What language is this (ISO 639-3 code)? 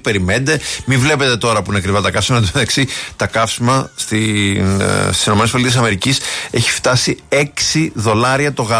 ell